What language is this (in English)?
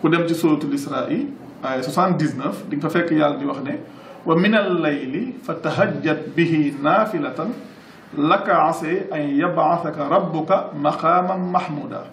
Wolof